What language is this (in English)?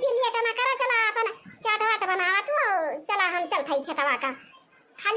Awadhi